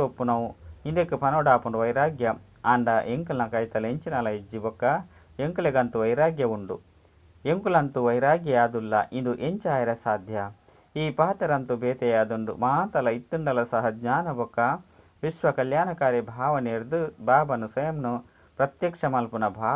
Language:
Tulu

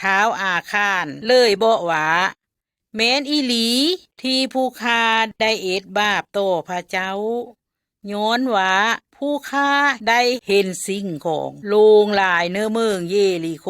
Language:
Lao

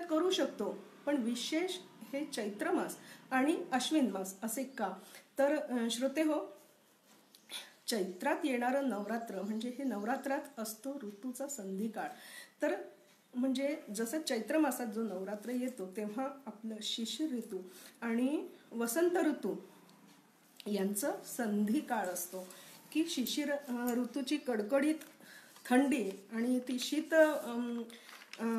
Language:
Marathi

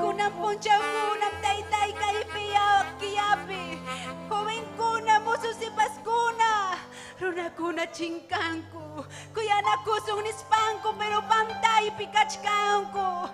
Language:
Ayacucho Quechua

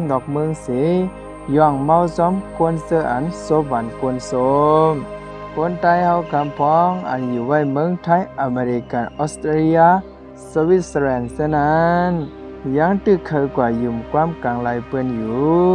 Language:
Shan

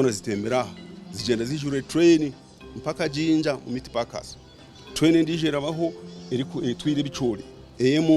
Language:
Nyankole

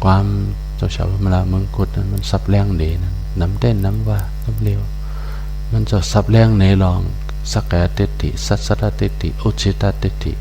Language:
Shan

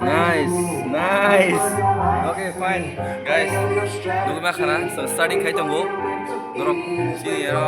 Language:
Kok Borok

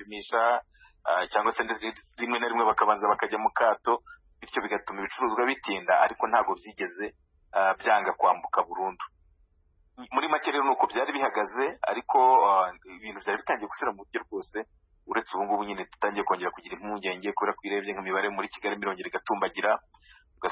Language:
Kinyarwanda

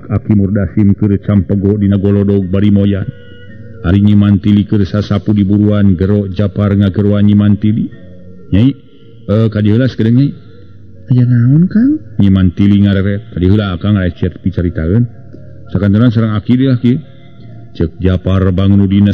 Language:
Sundanese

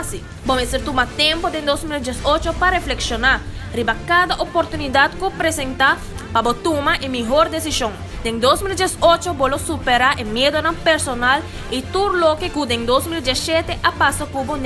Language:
Papiamento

